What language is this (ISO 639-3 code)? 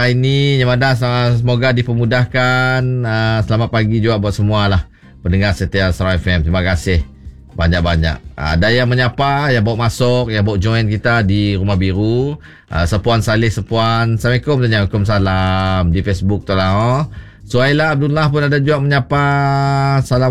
msa